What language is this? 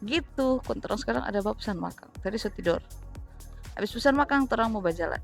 Manado Malay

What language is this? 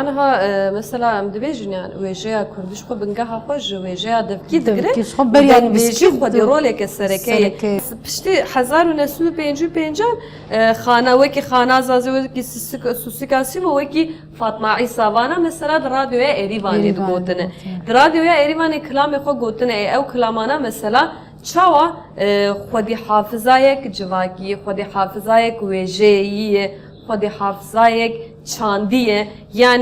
Kurdish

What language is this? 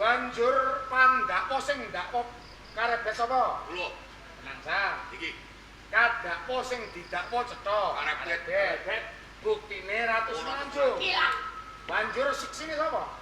Javanese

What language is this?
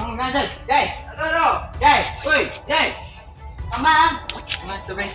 Minangkabau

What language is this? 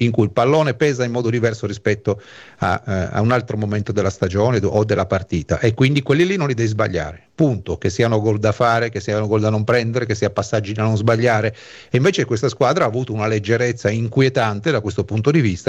Italian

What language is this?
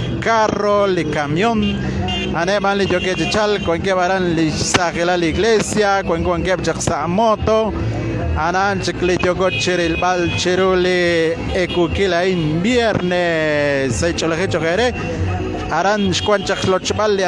Kekchí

